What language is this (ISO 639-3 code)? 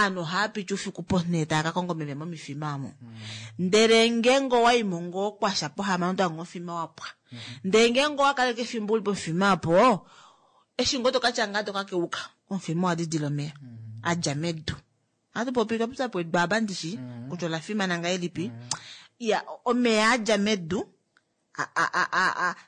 kua